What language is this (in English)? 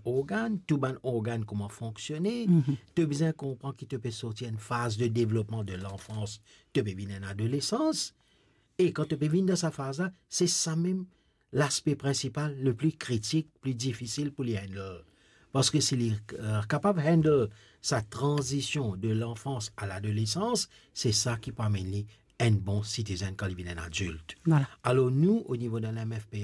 Morisyen